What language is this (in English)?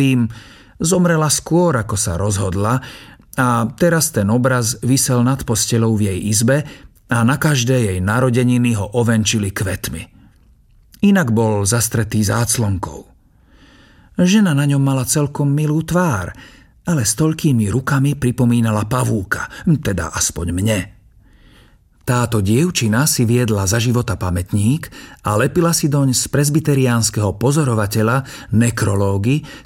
Slovak